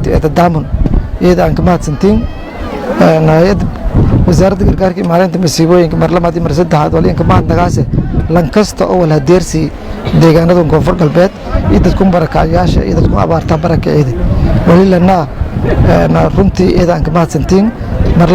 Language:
Somali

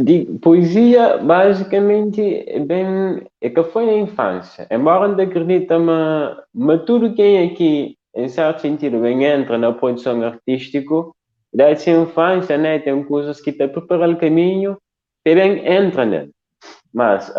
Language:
Kabuverdianu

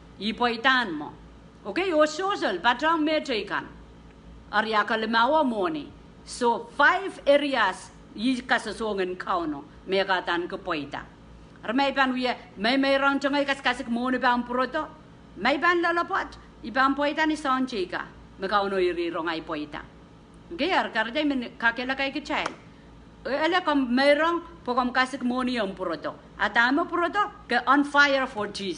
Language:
Pohnpeian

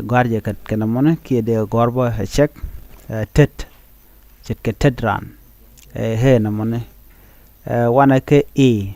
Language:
Nuer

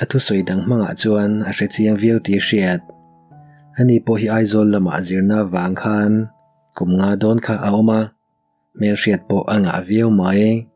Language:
Mizo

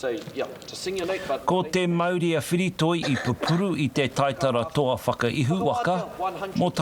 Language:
Māori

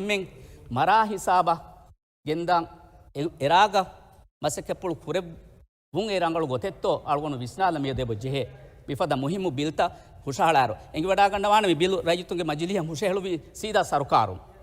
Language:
Divehi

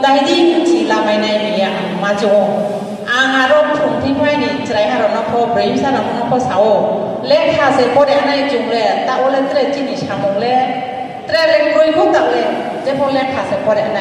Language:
Riang (India)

